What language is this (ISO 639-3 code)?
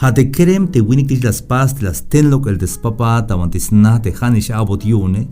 tzh